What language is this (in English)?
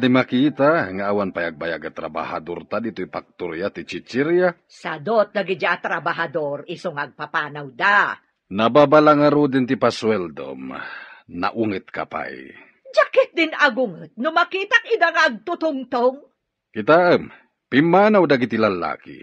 Iloko